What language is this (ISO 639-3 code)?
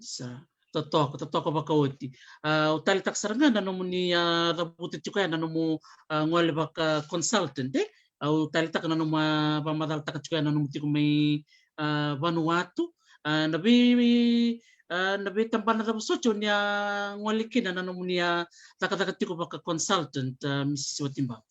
fij